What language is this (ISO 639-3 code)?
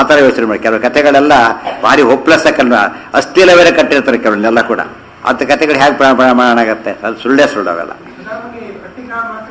kan